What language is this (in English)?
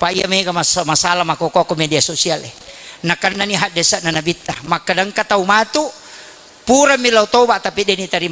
Buginese